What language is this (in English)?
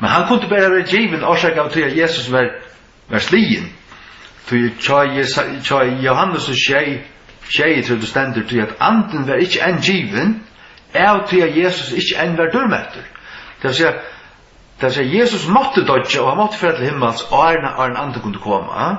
Faroese